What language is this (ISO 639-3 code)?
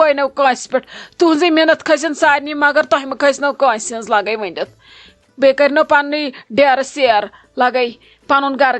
kas